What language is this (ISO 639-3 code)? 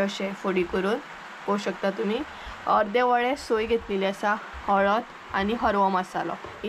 kok